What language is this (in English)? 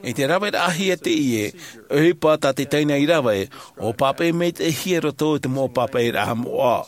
Tahitian